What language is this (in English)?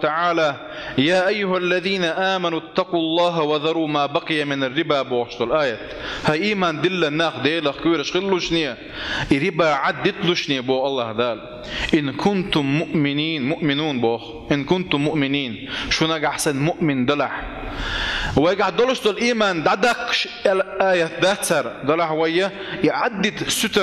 Chechen